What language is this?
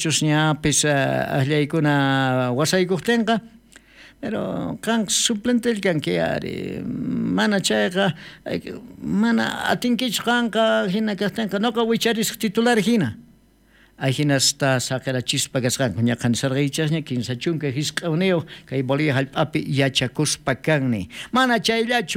South Bolivian Quechua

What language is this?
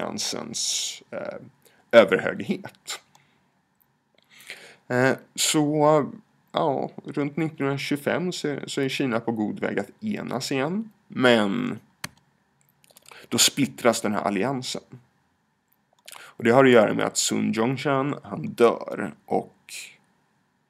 Swedish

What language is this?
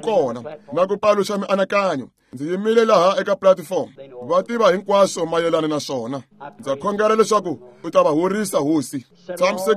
Tsonga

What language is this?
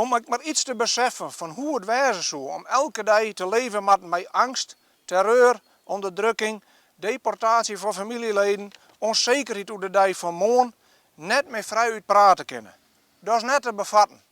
Western Frisian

